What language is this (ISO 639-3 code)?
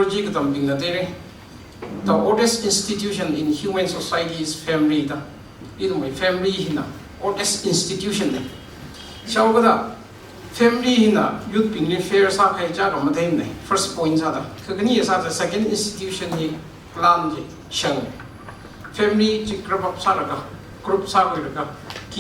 nmf